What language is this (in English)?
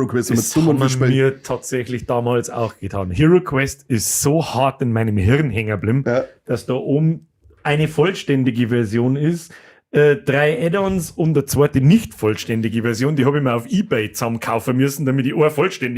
Bavarian